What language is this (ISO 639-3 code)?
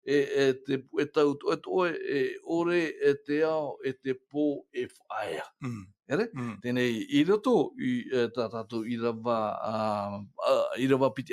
tah